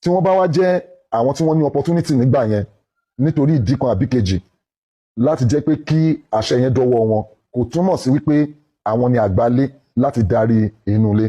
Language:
Yoruba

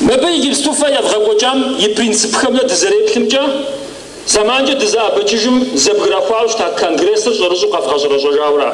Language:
Kabardian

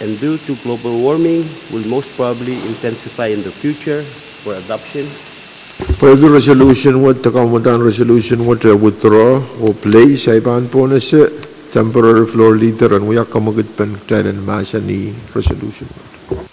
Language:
Pohnpeian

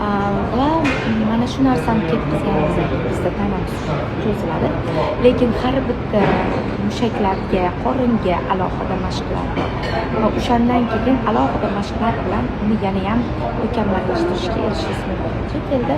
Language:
Uzbek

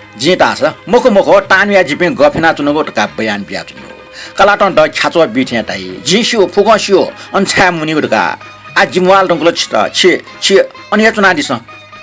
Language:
Newari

